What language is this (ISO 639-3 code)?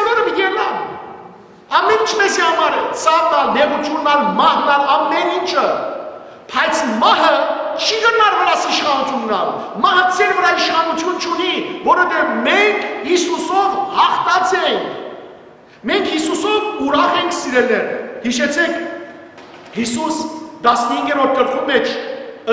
hyw